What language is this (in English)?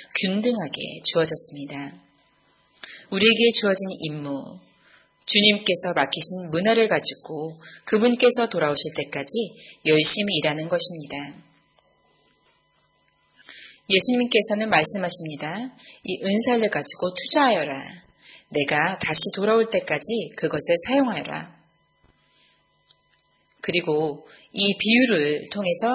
Korean